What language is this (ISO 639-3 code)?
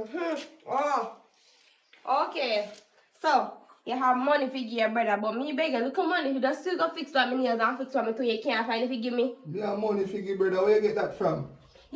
jam